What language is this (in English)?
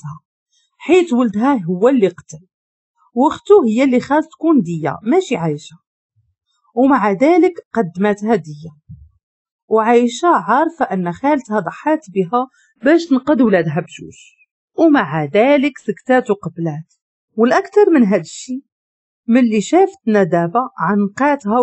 Moroccan Arabic